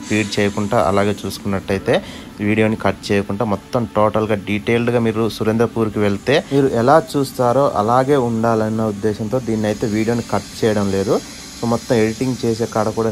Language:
Telugu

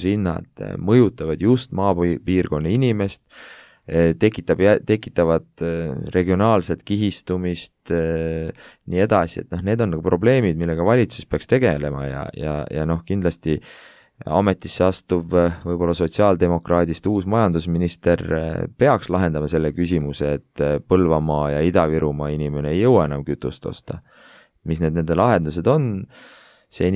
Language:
Estonian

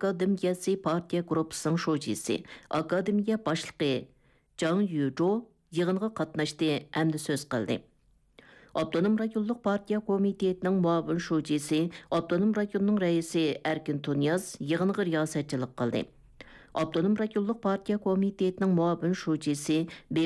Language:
Uyghur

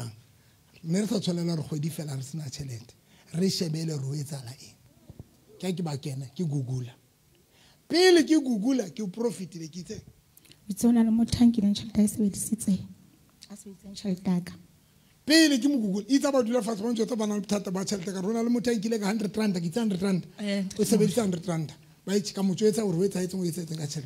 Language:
Southern Sotho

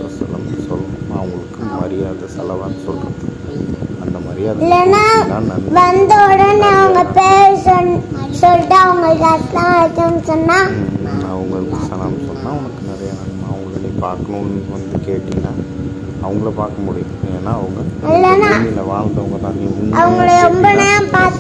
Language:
Tamil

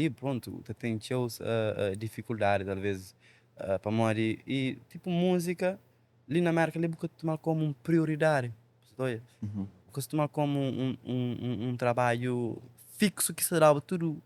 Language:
Kabuverdianu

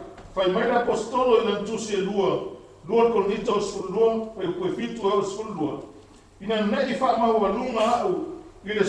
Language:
Samoan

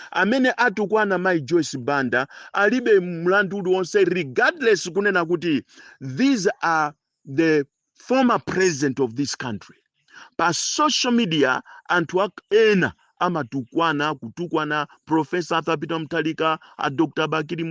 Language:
Nyanja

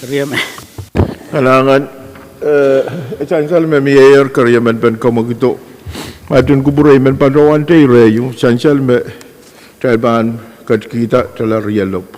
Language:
Pohnpeian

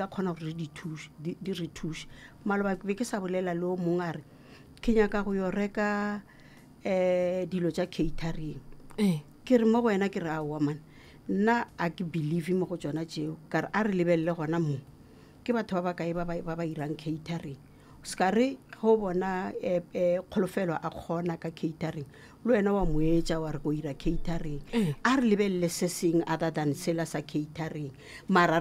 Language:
Northern Sotho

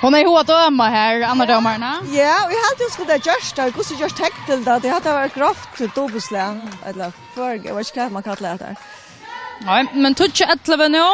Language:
Faroese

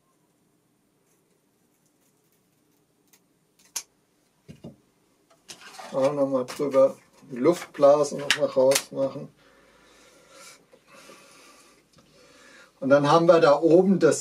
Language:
German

